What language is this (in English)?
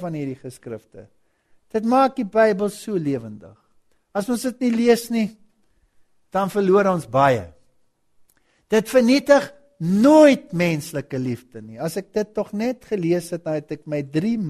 Afrikaans